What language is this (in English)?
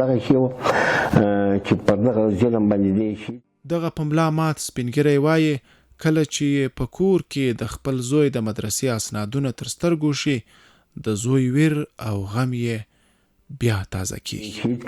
Pashto